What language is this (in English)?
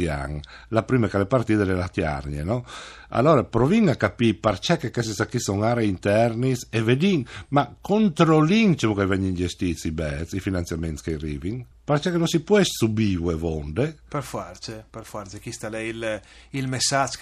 Friulian